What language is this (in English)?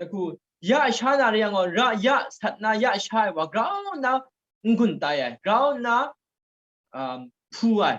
Kachin